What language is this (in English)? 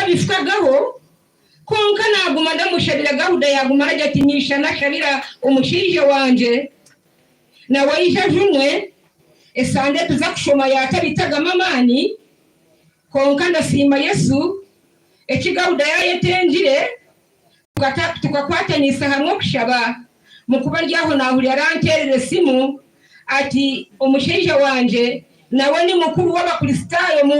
Nyankole